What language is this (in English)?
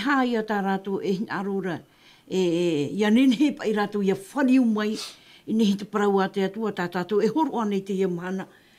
Tahitian